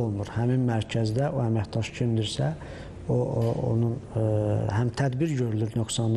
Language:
Azerbaijani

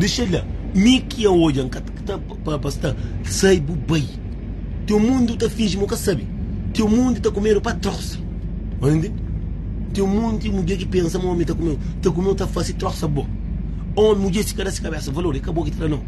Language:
Kabuverdianu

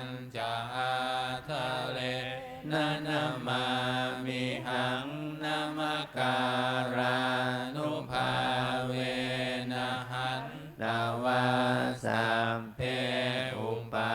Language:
Pali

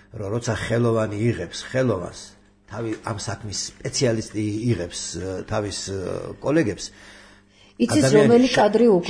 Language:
Georgian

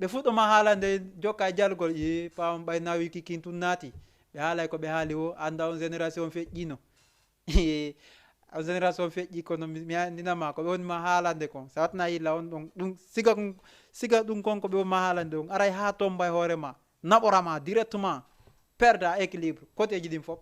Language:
Fula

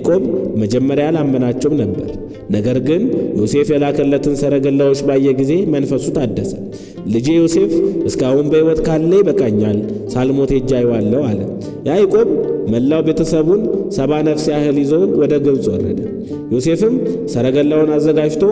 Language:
Amharic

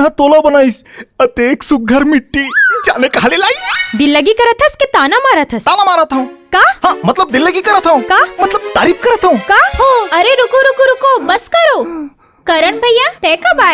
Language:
Chhattisgarhi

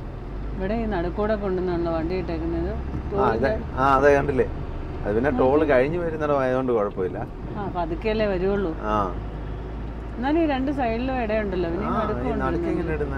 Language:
Malayalam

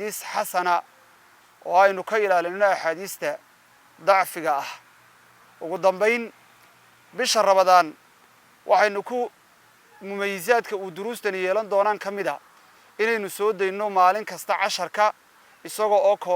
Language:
Somali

